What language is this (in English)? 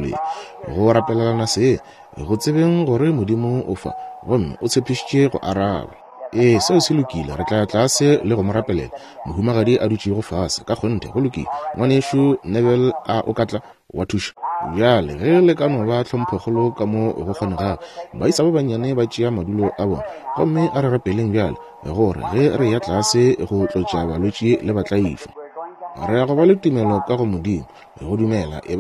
Northern Sotho